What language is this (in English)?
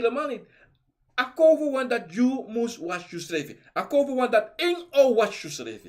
Sranan Tongo